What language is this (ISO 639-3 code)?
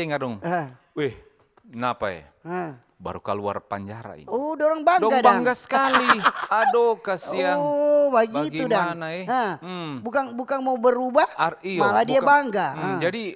xmm